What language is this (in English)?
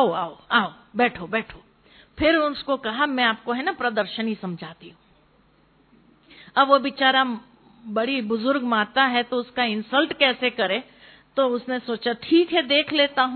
Hindi